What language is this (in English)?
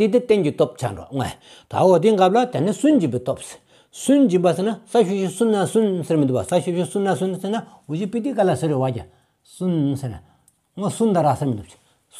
Stod Bhoti